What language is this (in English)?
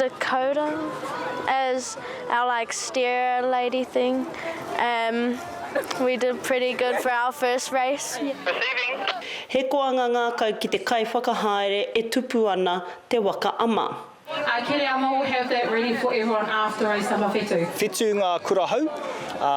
Māori